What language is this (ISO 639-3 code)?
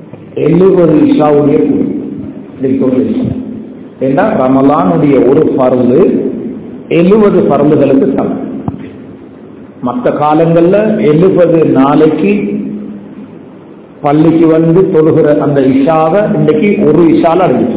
tam